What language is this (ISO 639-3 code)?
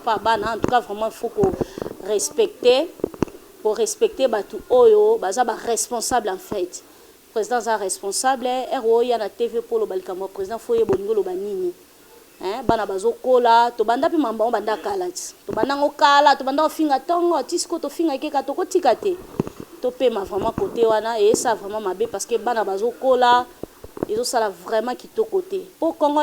lin